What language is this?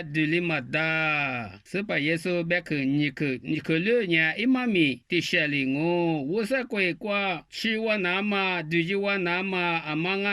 Lisu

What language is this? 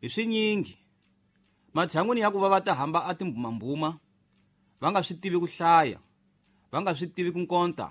Tsonga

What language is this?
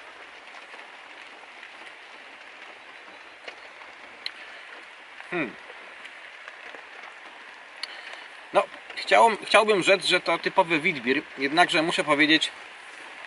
Polish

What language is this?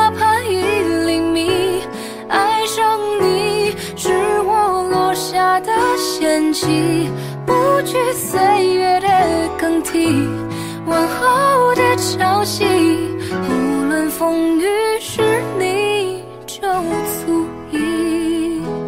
Chinese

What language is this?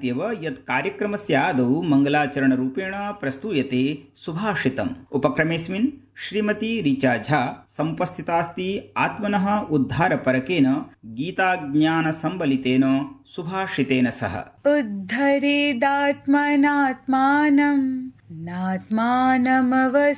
Sanskrit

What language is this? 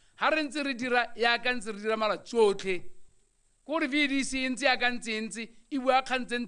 Tswana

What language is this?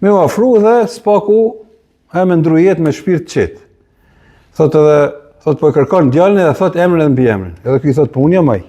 Albanian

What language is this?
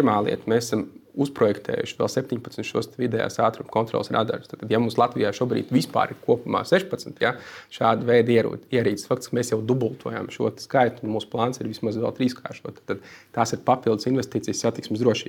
Latvian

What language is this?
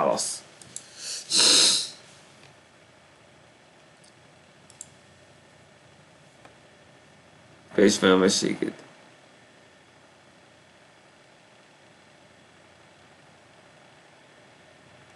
Hungarian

